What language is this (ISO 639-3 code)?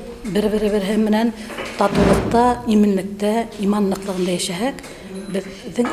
bak